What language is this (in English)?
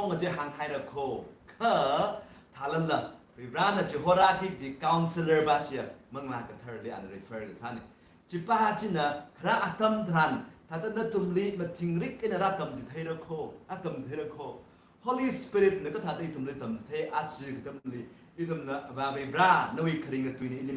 Tangkhul Naga (India)